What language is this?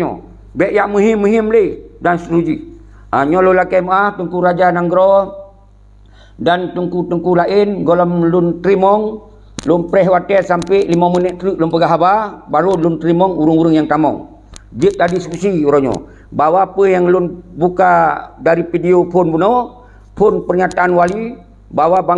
Achinese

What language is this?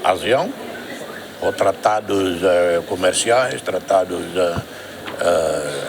Tetum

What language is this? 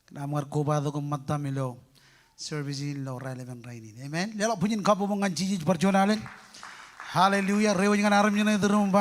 Marshallese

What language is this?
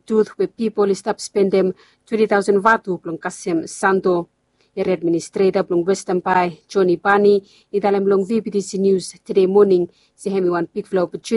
Bislama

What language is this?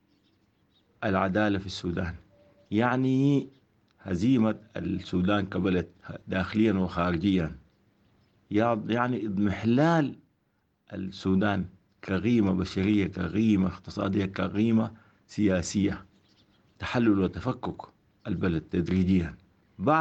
Arabic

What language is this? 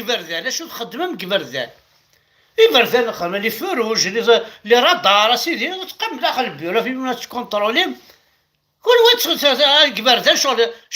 Kabyle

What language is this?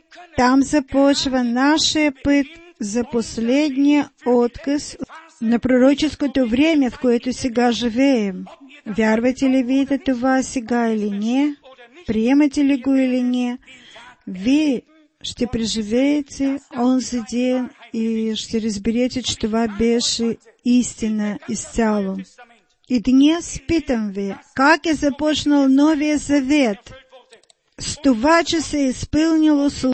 Bulgarian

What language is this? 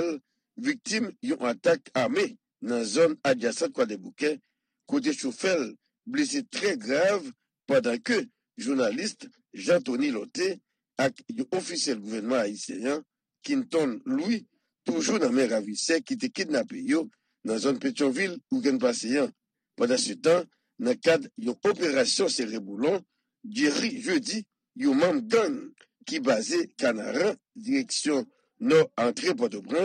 Haitian Creole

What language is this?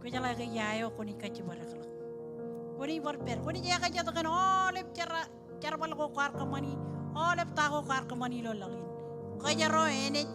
Marshallese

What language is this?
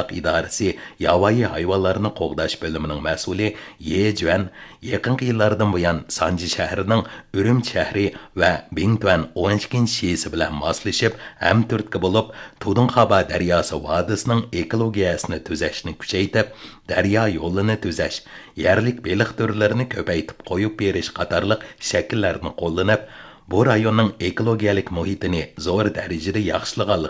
Uyghur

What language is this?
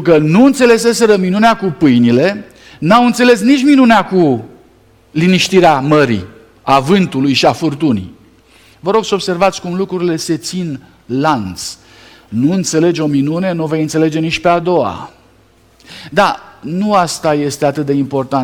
Romanian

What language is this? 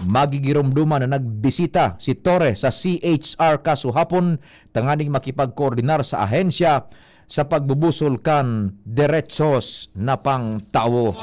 Bikol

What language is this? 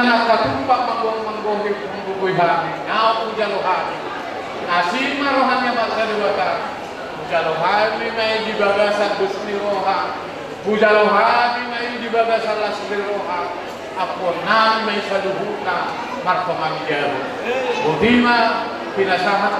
Batak Toba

